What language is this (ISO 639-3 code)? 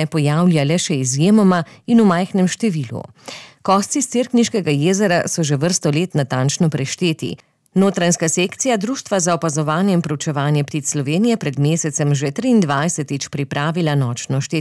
slv